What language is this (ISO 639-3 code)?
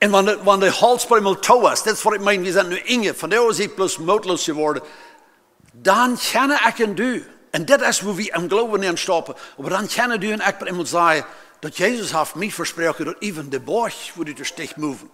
pdt